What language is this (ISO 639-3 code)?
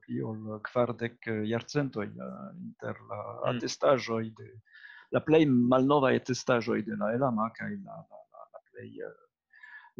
epo